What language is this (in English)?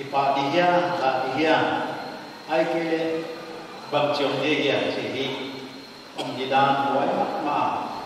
Paite Chin